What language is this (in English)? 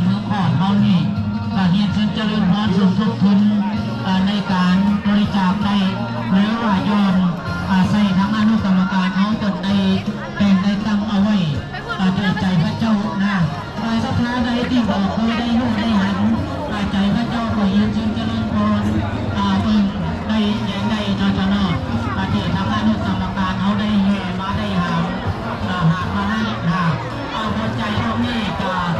Lao